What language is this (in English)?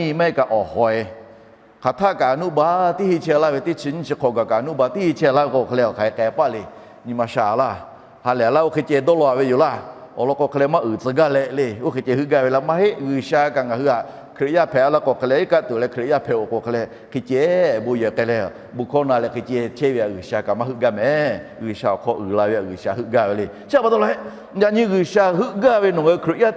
Lahu